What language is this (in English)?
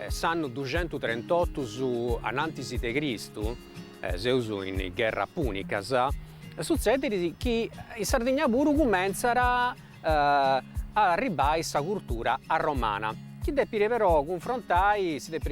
Sardinian